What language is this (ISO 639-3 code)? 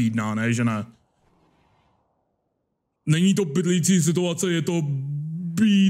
ces